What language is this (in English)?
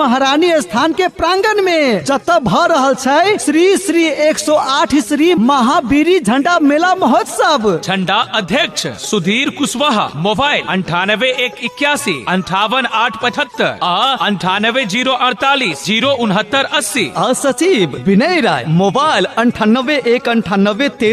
Maithili